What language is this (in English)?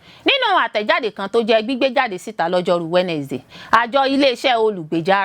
Yoruba